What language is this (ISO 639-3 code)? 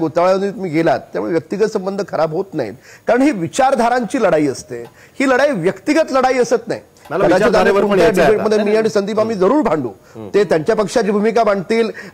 mar